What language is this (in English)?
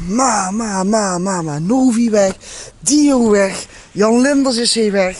Limburgish